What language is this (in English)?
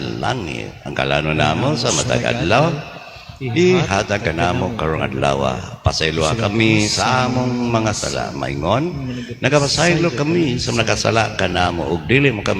Cebuano